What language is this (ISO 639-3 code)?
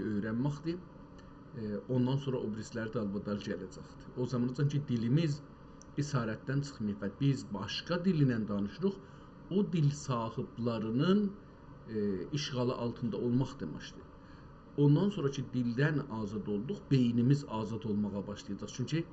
azb